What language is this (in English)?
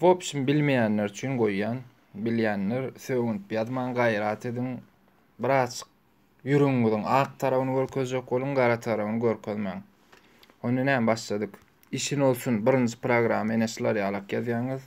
Turkmen